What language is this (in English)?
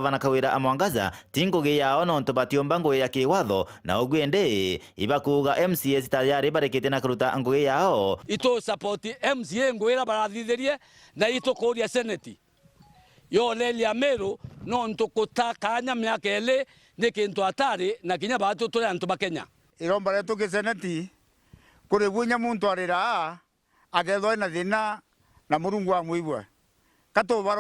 Meru